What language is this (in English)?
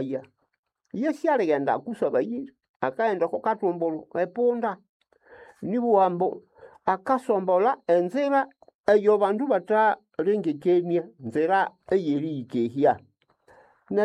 Nande